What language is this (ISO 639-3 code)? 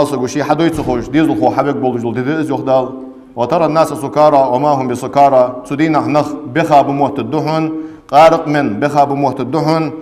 inh